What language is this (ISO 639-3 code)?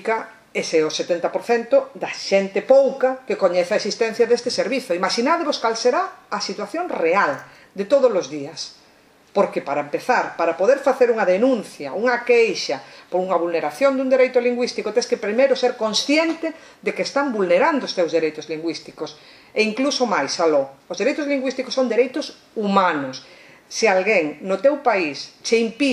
glg